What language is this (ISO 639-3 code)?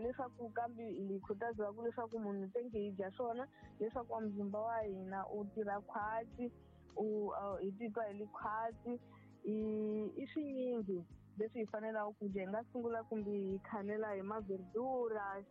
tso